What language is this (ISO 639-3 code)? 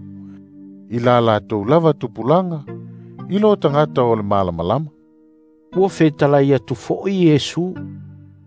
smo